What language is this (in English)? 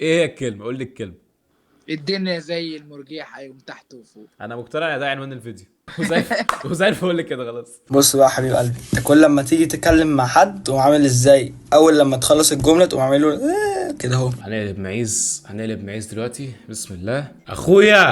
Egyptian Arabic